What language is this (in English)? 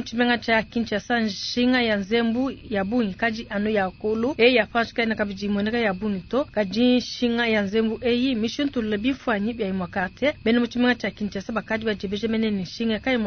Luba-Lulua